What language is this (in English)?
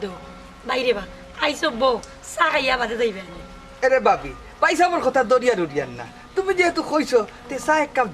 Sylheti